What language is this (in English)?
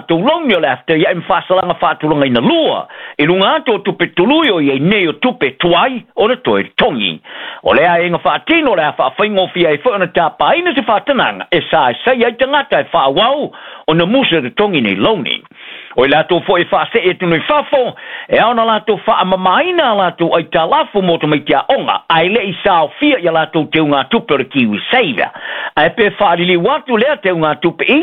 Samoan